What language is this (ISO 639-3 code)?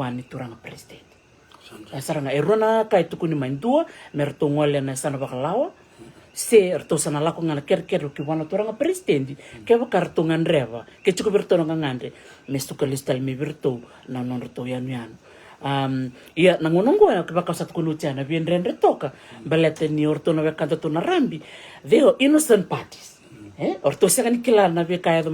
fij